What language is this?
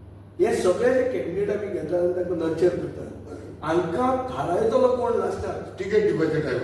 Konkani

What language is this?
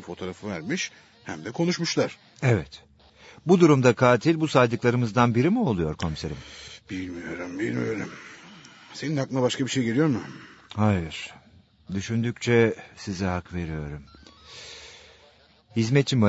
Turkish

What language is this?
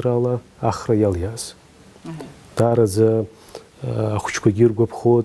Abkhazian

